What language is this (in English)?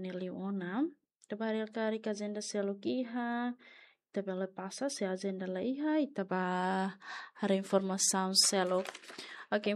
Tetum